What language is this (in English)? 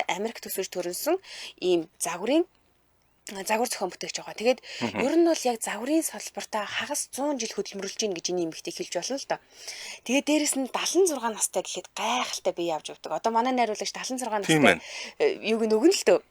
Mongolian